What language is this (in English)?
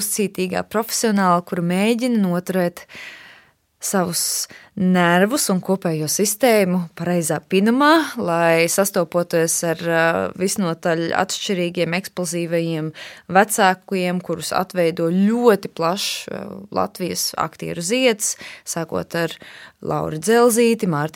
Latvian